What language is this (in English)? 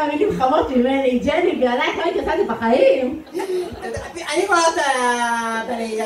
Hebrew